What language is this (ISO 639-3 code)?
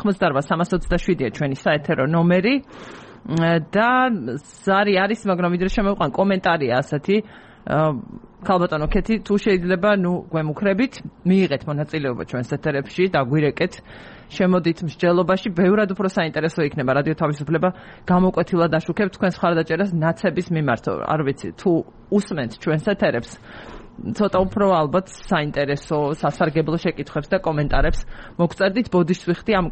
kat